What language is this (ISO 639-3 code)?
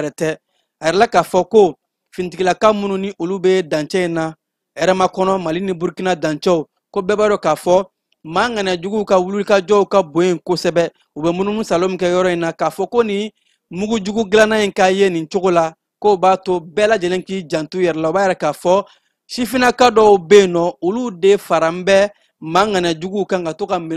bam